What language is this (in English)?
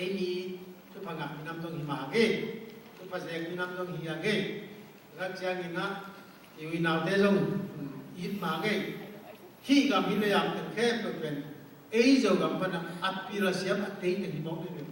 Tedim Chin